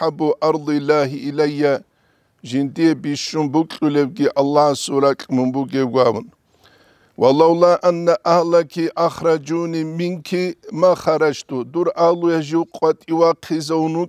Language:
Avaric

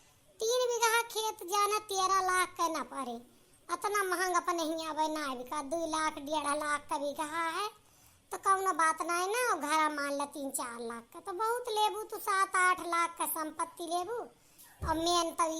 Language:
Awadhi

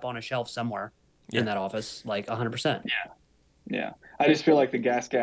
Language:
English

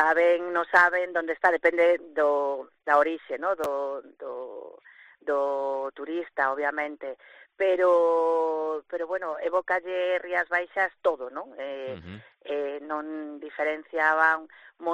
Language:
Galician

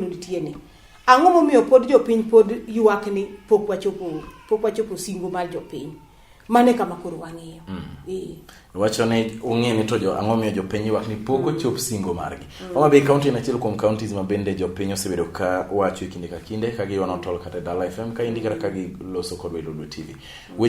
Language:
Luo (Kenya and Tanzania)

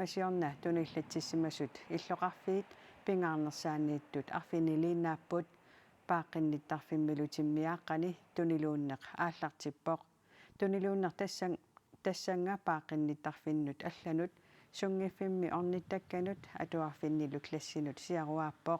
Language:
Kalaallisut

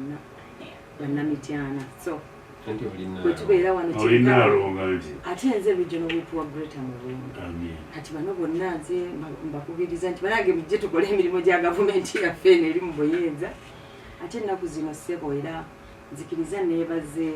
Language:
Ganda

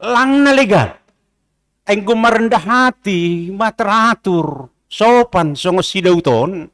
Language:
Batak Simalungun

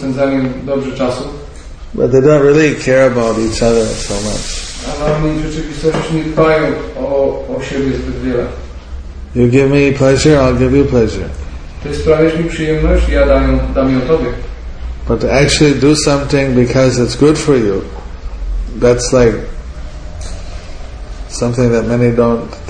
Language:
Polish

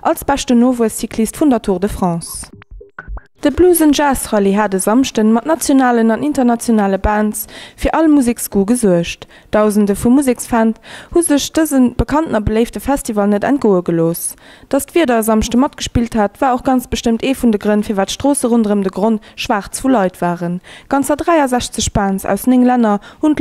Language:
Luxembourgish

